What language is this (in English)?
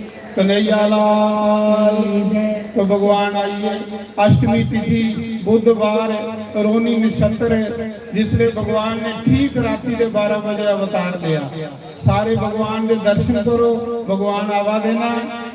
Dogri